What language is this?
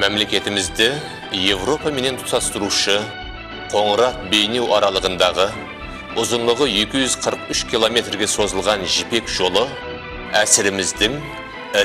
Kara-Kalpak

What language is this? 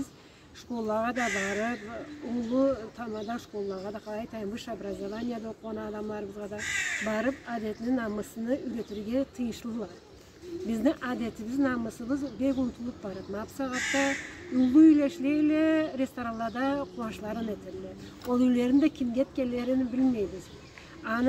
Karachay-Balkar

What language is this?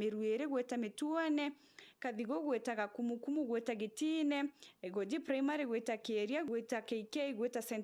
Meru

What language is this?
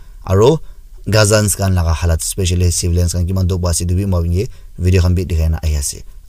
Naga Pidgin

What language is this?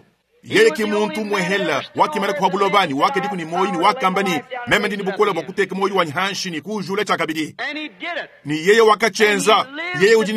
Luba-Lulua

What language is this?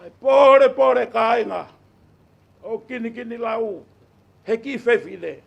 Tongan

